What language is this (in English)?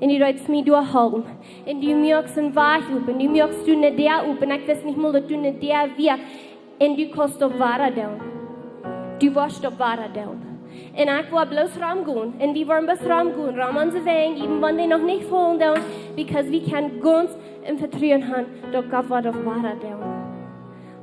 Plautdietsch